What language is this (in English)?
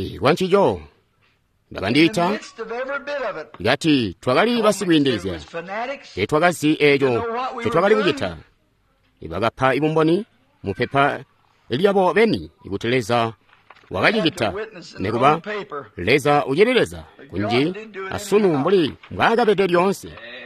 Tonga (Zambia)